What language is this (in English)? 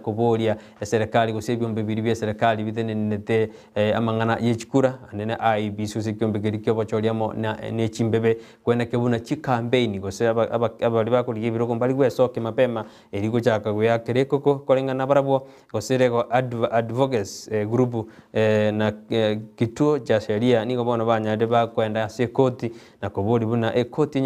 Gusii